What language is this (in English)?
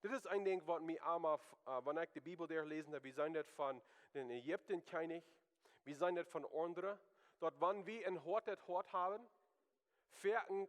Plautdietsch